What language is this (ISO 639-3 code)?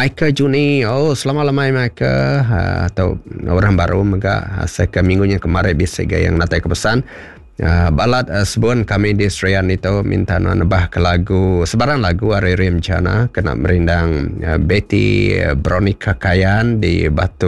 iba